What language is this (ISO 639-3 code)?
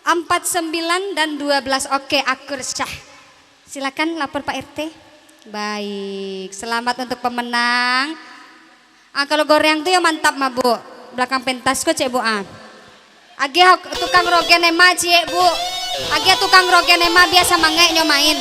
min